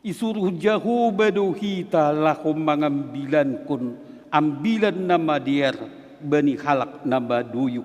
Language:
Batak Simalungun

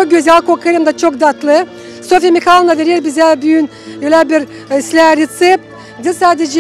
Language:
Gagauz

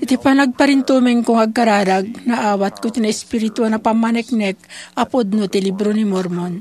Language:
Iloko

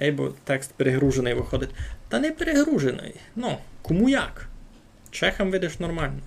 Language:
Rusyn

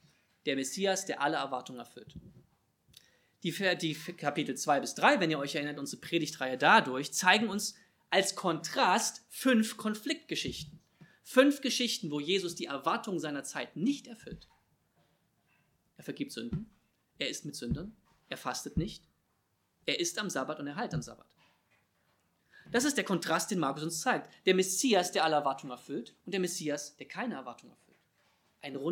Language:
German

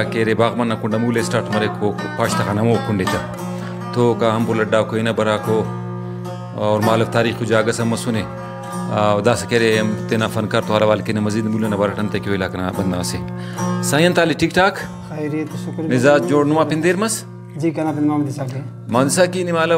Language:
Brahui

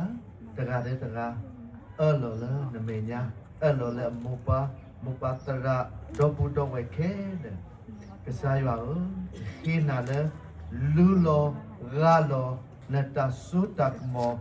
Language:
S'gaw Karen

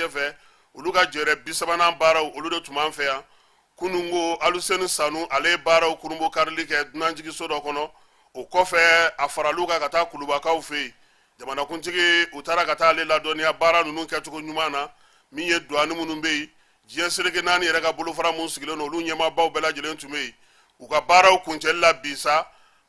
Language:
Bambara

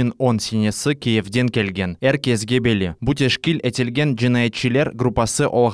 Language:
Crimean Tatar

